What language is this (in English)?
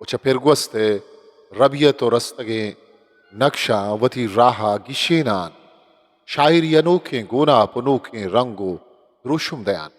Eastern Balochi